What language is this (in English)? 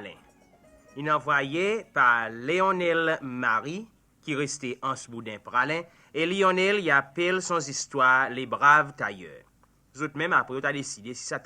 Seselwa Creole French